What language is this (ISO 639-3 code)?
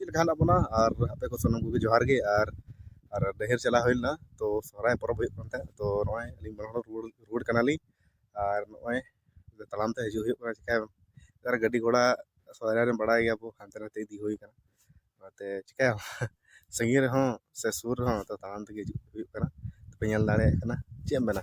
sat